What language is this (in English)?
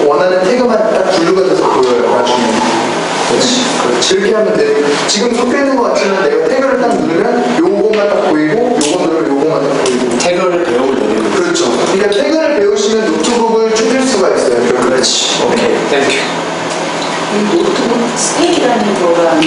Korean